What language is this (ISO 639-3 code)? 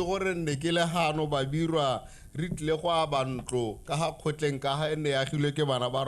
tsn